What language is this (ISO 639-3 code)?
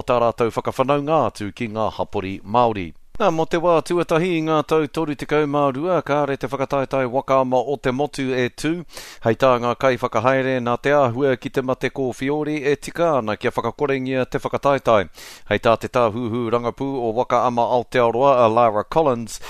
mri